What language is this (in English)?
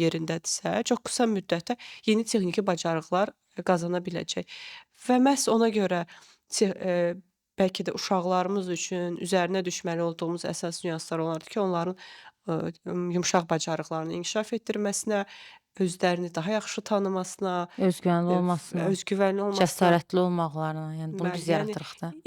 Azerbaijani